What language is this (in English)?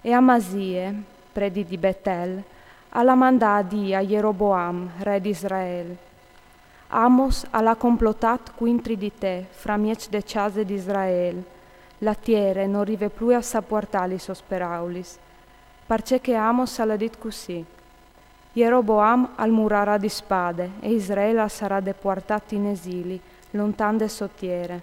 Friulian